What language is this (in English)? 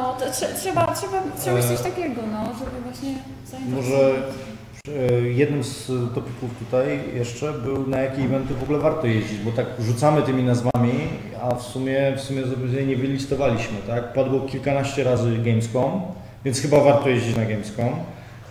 Polish